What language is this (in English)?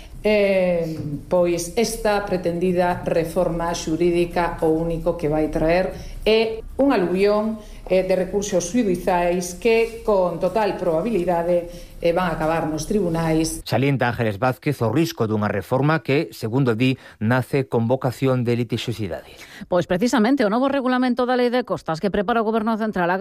Galician